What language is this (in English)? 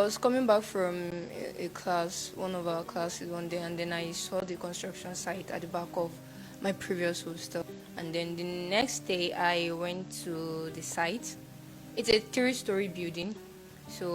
Nigerian Pidgin